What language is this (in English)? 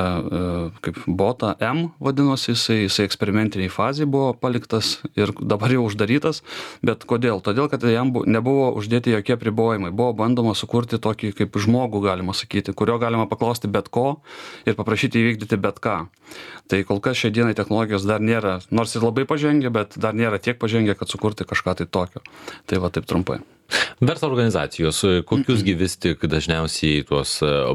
Lithuanian